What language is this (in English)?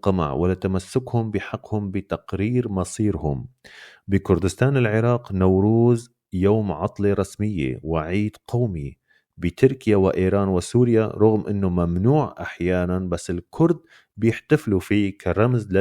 North Levantine Arabic